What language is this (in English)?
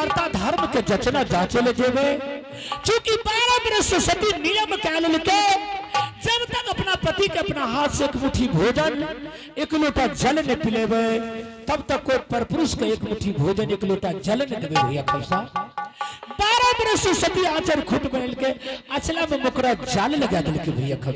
Angika